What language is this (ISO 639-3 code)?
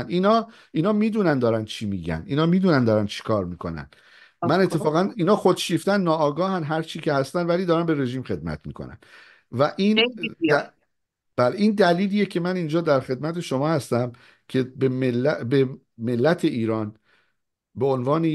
fas